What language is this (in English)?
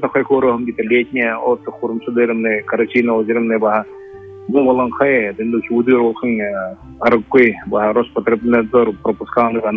Buriat